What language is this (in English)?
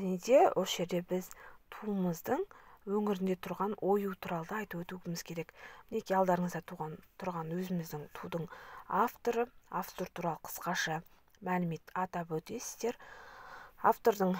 Kazakh